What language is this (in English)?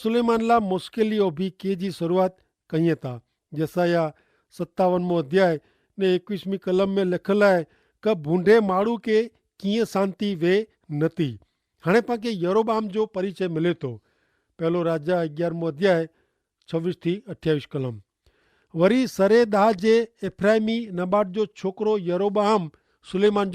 Kachhi